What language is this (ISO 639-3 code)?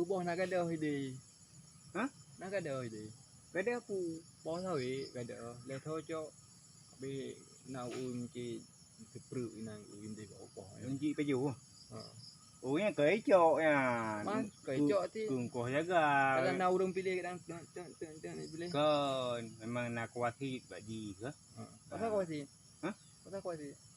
ace